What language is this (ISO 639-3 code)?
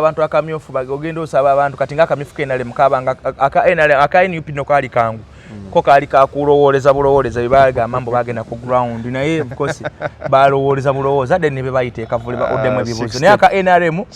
lug